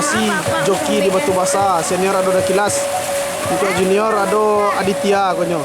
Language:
Minangkabau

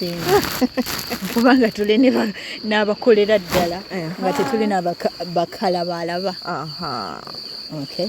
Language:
Ganda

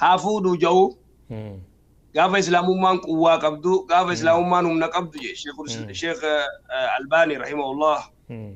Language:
Oromo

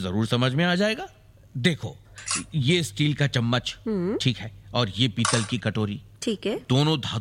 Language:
Hindi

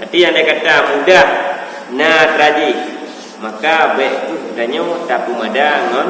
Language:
Achinese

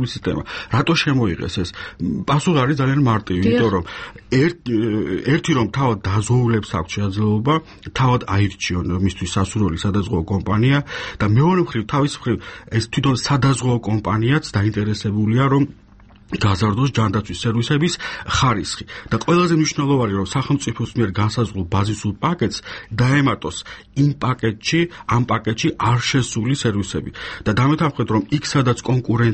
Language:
Georgian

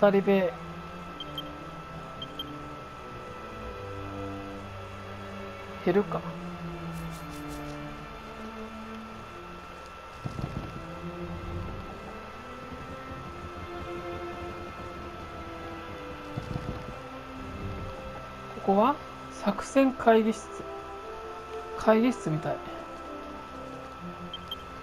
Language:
Japanese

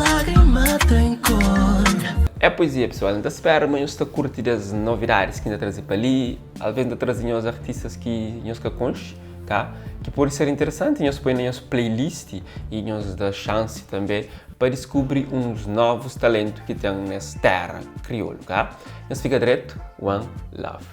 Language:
Kabuverdianu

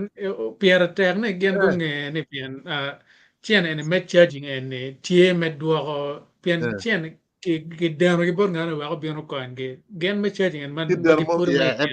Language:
Acoli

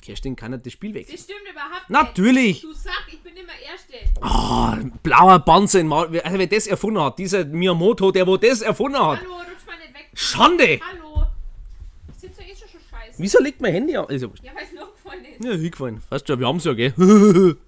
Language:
Bavarian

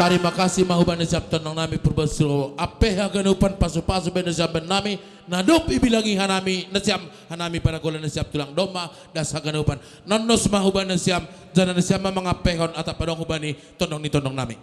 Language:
Batak Simalungun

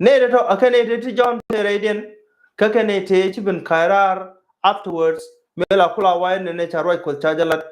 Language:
Nuer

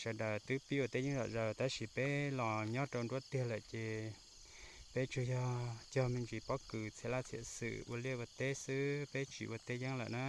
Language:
Hmong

